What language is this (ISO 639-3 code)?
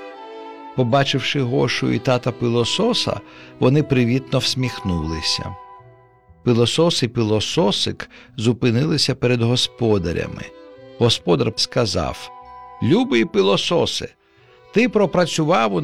ukr